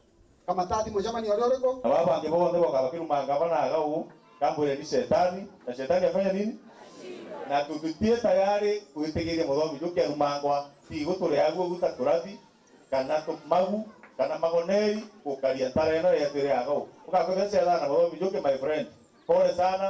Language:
Meru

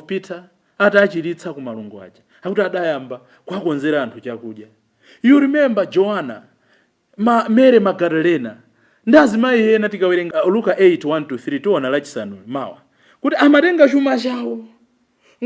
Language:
Nyanja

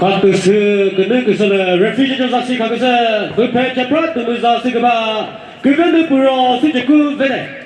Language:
Chokri Naga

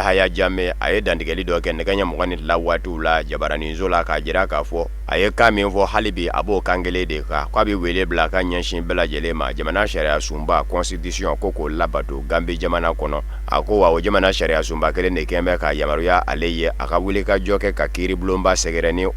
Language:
Bambara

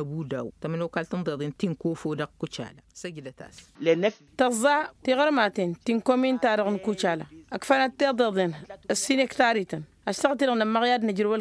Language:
Tamasheq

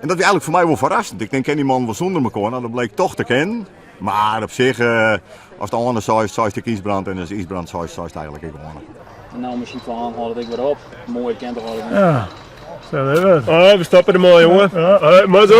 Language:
Western Frisian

